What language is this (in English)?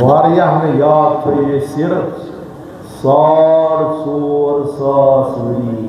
Kashmiri